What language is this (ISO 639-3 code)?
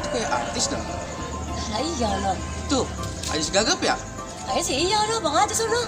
bew